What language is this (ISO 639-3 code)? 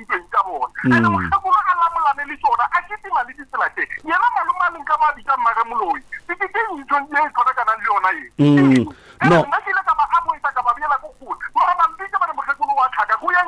nso